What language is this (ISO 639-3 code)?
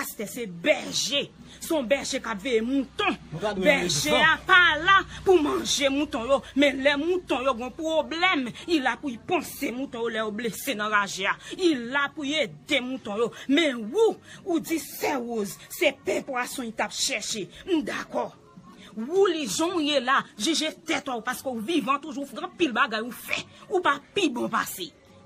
hat